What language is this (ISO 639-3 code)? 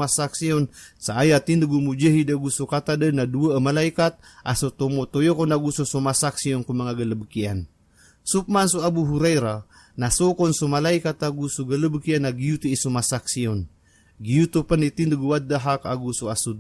mrw